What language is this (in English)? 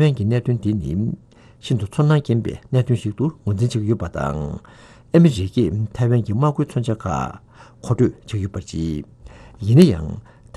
Tibetan